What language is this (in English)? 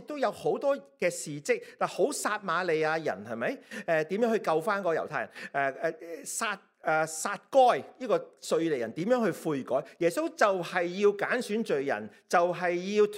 Cantonese